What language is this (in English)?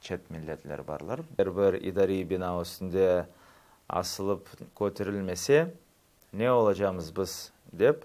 Crimean Tatar